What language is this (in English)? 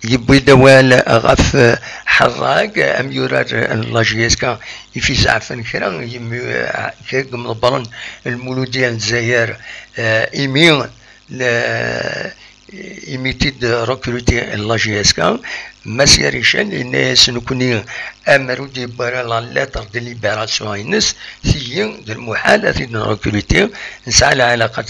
Kabyle